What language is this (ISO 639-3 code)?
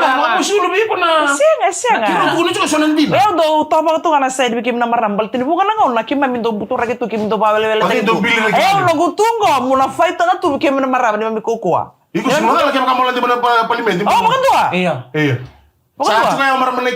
fij